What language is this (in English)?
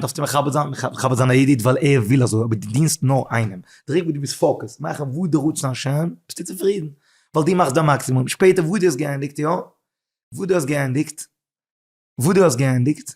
Yiddish